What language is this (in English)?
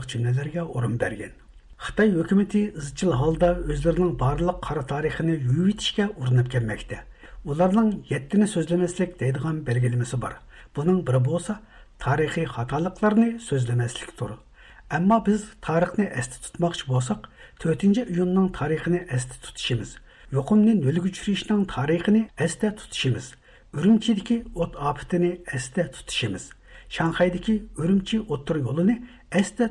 Uyghur